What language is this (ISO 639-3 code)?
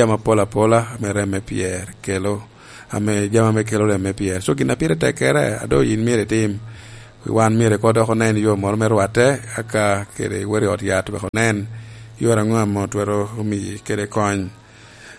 laj